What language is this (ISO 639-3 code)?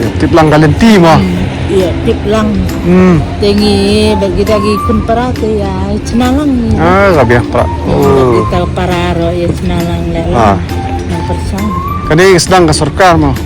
kha